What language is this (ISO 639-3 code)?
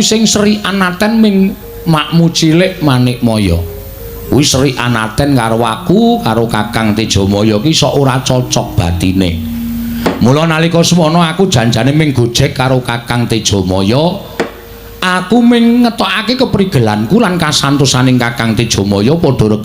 jav